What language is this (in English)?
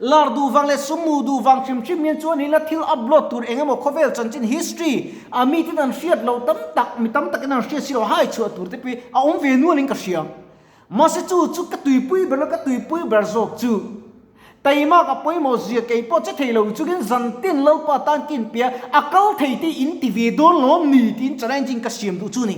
Mizo